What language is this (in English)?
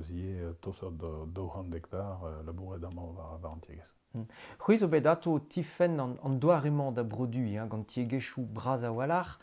Breton